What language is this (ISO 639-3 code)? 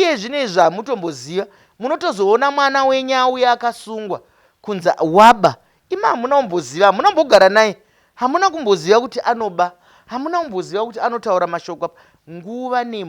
sna